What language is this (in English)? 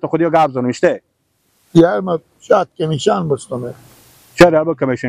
Persian